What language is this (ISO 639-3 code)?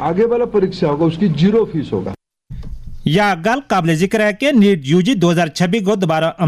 gju